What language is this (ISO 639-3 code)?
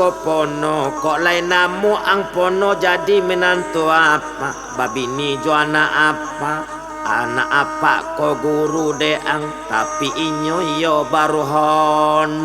min